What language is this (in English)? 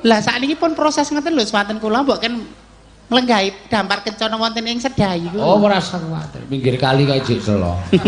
Javanese